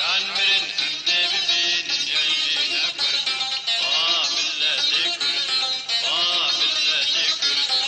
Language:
Kurdish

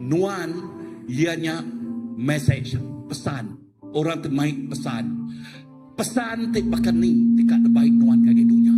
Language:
Iban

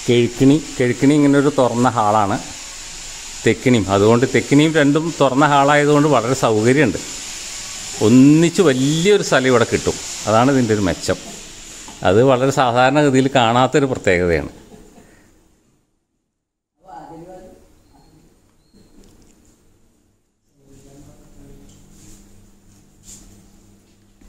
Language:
Malayalam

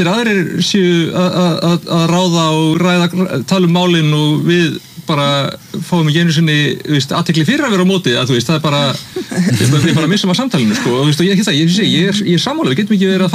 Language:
Icelandic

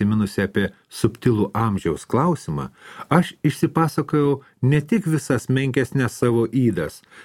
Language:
Lithuanian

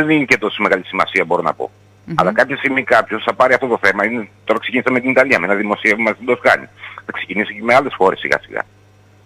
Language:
Greek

